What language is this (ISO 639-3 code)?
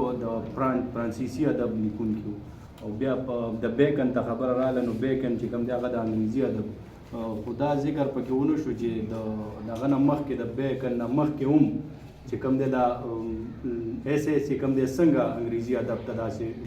pus